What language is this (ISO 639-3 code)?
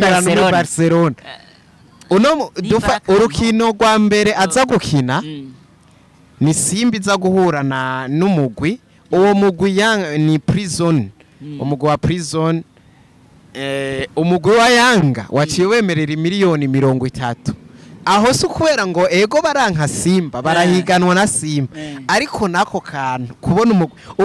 run